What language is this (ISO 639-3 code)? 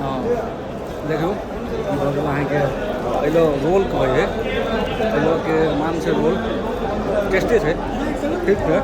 mai